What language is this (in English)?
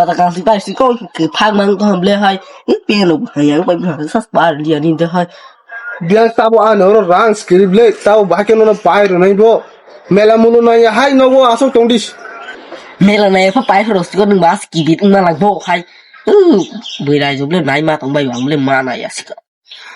Kok Borok